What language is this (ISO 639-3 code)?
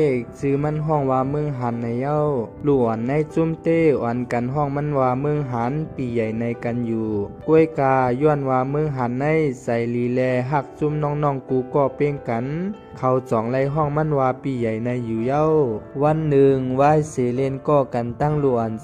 shn